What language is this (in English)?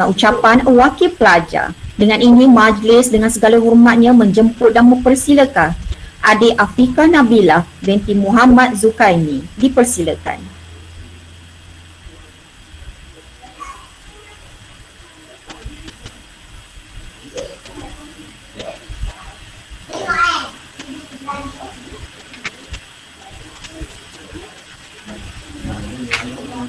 Malay